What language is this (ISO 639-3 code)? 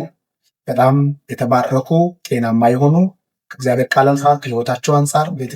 amh